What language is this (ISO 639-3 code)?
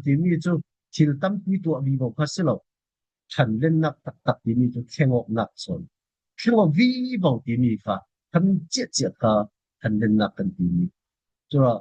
cfm